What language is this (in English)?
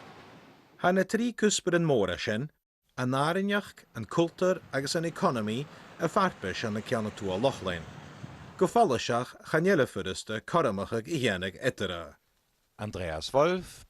Scottish Gaelic